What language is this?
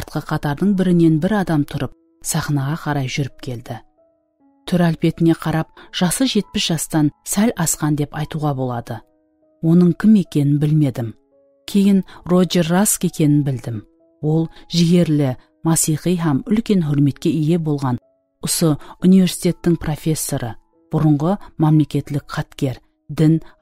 Kara-Kalpak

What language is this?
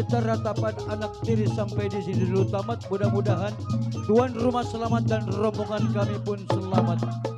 Betawi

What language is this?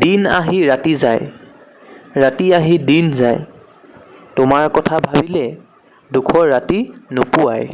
Assamese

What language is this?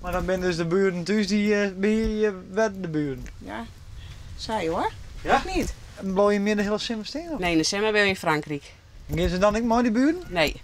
Western Frisian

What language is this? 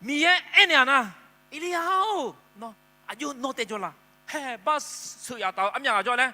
Akha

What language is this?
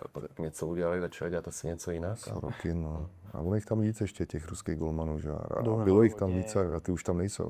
Czech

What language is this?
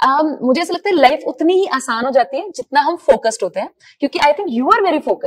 Hindi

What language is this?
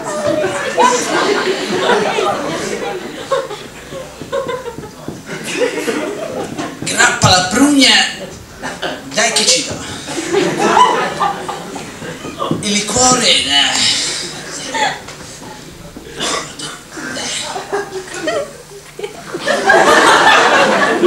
Italian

